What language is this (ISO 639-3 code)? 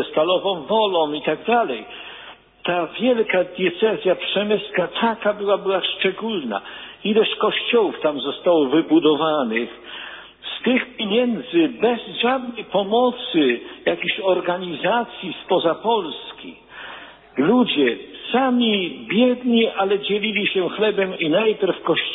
pol